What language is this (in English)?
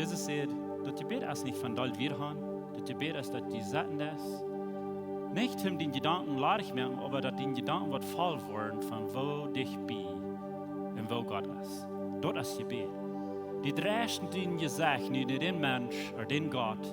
Plautdietsch